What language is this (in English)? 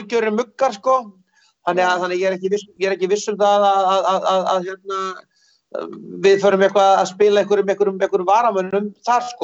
Icelandic